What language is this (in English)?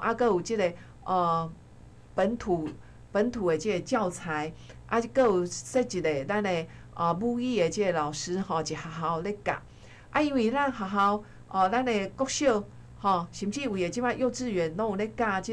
Min Nan Chinese